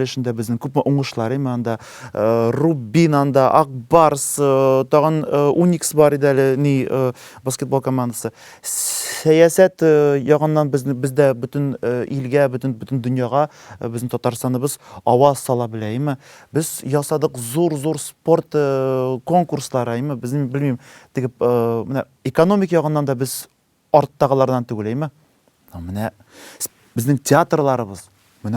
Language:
Tatar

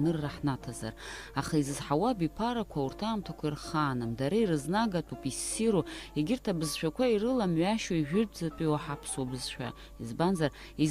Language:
Abkhazian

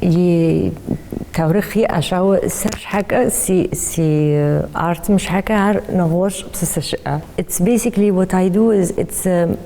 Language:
Kabardian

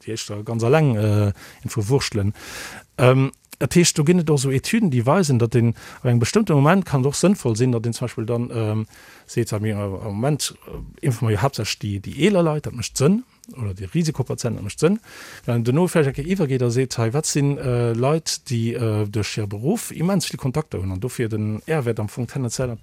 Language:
Luxembourgish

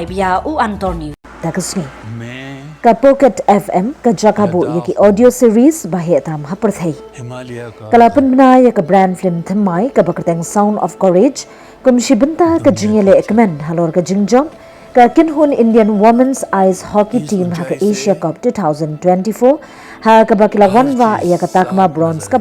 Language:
Khasi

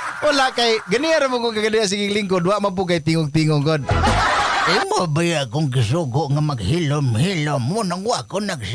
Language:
Cebuano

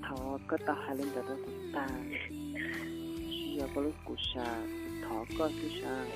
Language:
Hmong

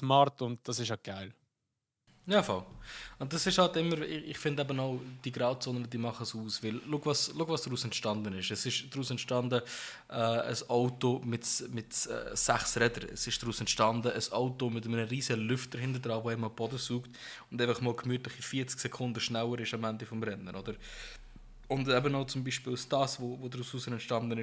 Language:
Swiss German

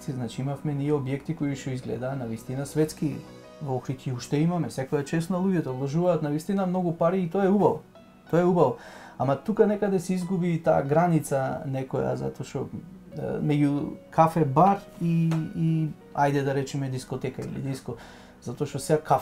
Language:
Macedonian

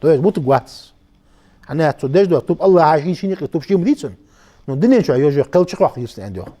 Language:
Ingush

